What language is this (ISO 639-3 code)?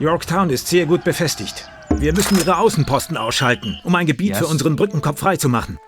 bar